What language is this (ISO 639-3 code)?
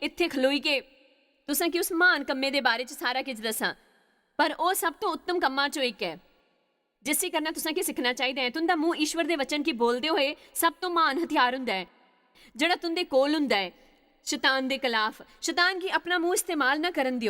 doi